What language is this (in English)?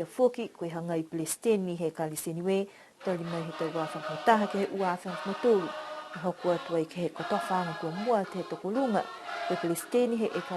Niuean